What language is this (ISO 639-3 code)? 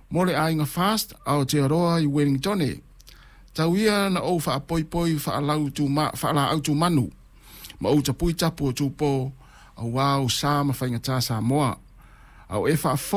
smo